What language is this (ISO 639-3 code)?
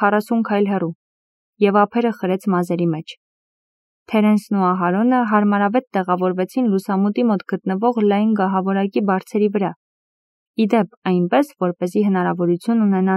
hye